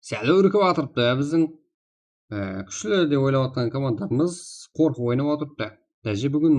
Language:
Kara-Kalpak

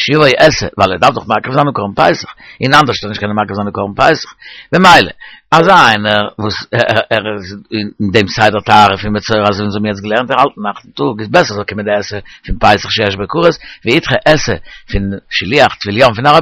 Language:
Yiddish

